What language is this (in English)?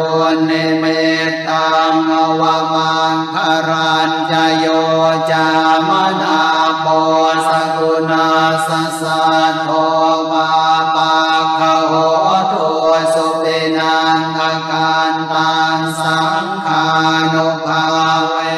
Pali